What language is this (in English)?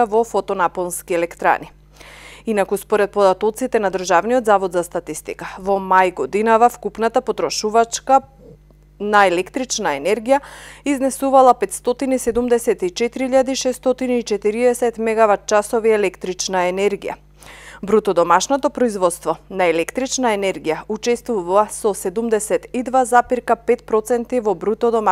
Macedonian